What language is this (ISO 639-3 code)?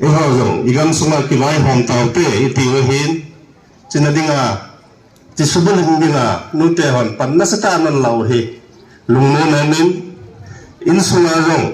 pck